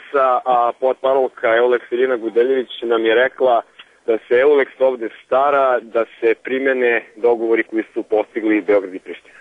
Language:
Serbian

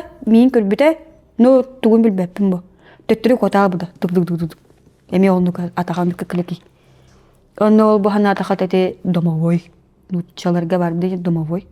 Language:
Yakut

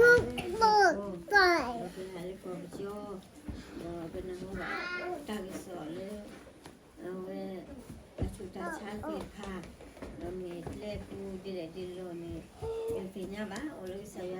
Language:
S'gaw Karen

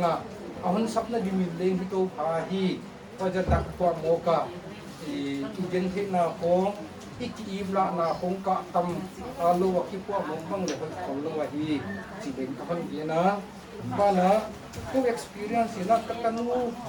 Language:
Paite Chin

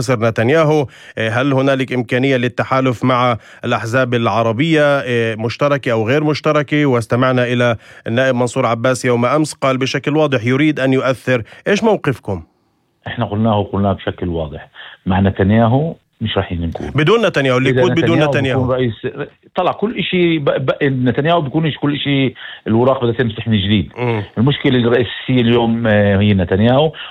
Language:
North Levantine Arabic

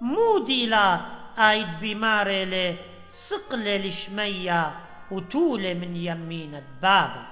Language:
Assyrian Neo-Aramaic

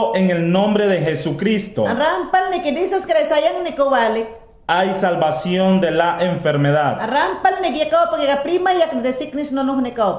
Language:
Mayangna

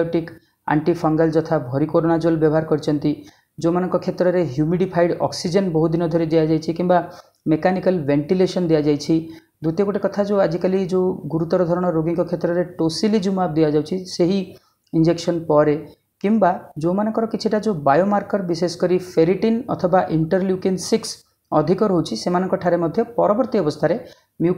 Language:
Odia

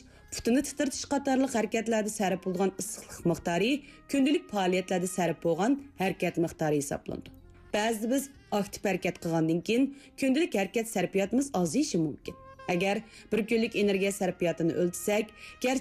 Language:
Uyghur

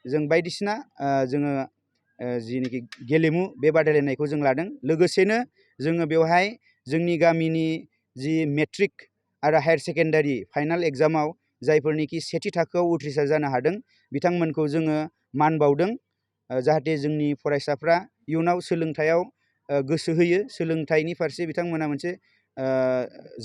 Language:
Bodo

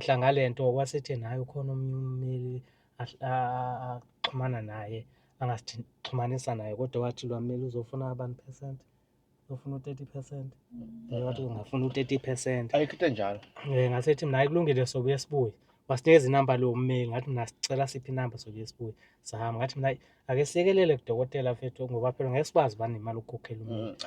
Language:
Zulu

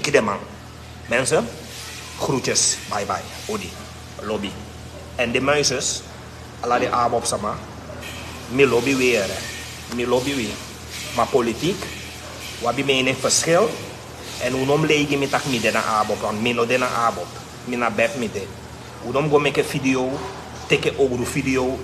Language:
Sranan Tongo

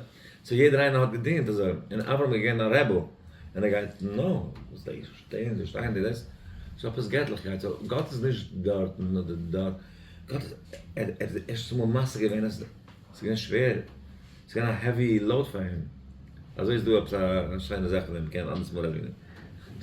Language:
Yiddish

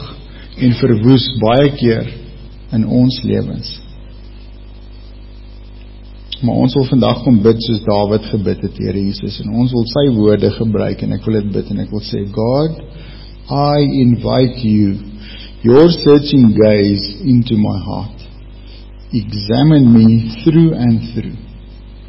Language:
Afrikaans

